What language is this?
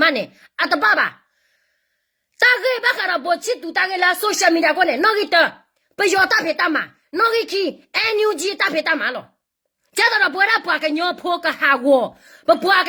S'gaw Karen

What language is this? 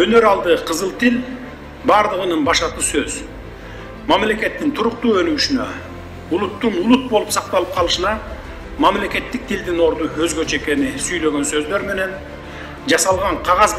Kyrgyz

